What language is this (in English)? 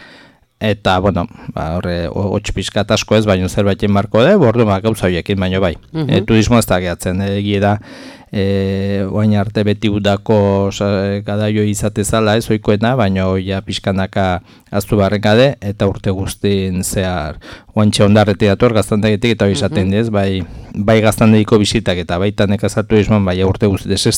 Basque